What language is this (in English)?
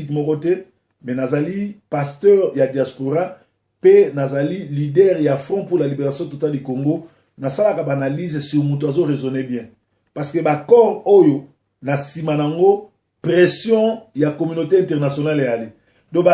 Lingala